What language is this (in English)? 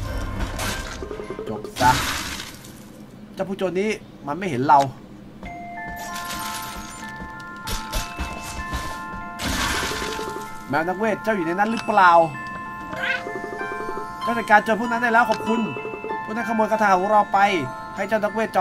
Thai